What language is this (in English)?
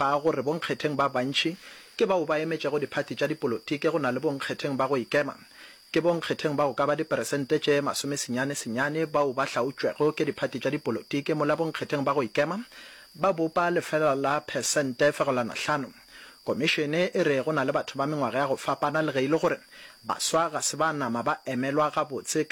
Northern Sotho